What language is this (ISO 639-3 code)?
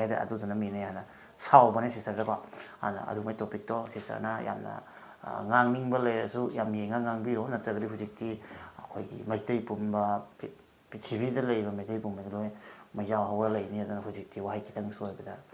mni